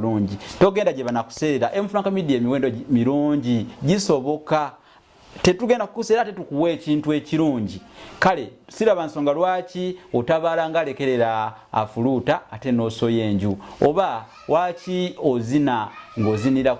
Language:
Ganda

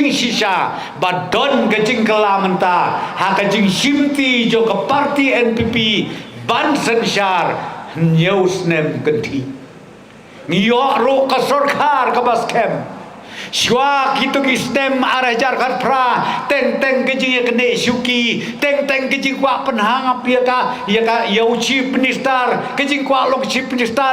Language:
Khasi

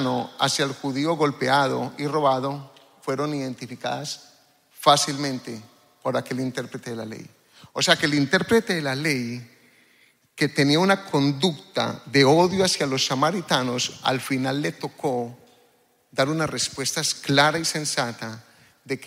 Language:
Spanish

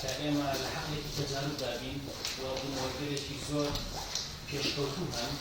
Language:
Central Kurdish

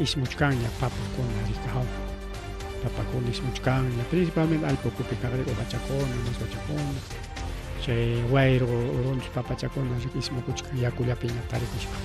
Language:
Ayacucho Quechua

